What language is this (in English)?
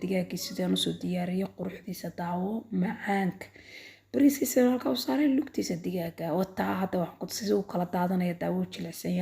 Somali